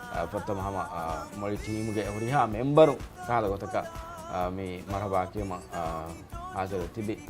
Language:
Divehi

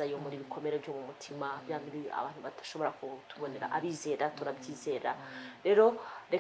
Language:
Kinyarwanda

